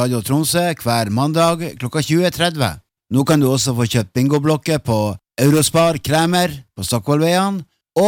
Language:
Norwegian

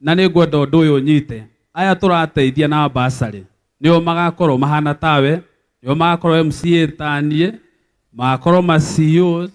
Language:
Kikuyu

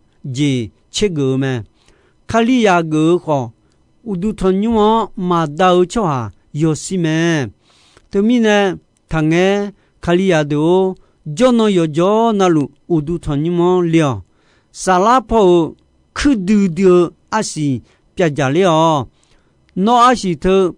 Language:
Akha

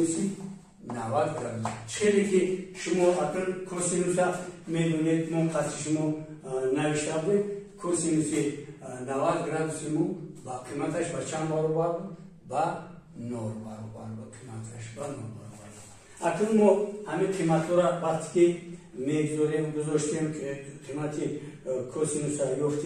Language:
Tajik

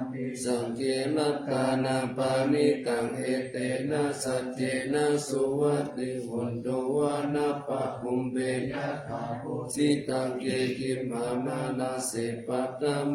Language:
Pali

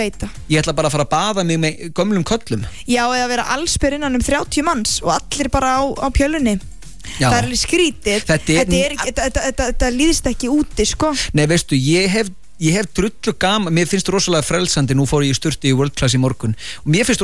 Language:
Icelandic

